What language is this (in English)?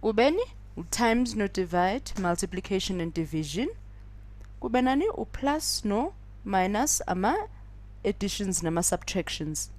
Zulu